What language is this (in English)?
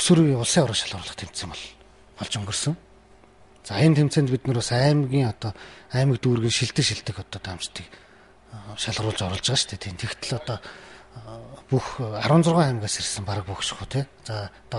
Mongolian